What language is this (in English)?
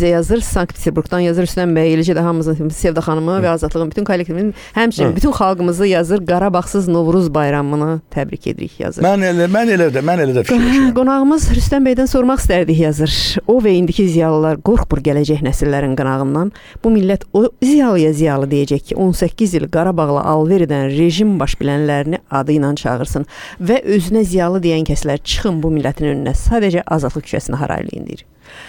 Azerbaijani